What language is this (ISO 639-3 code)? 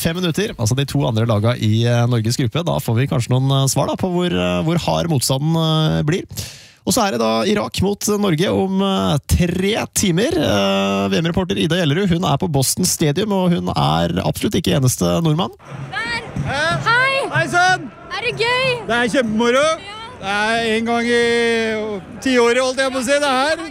nor